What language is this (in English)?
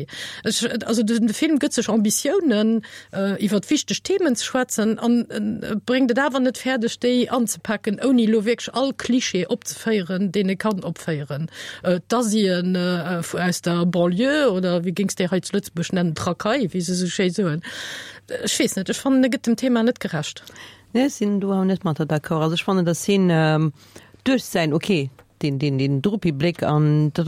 Luxembourgish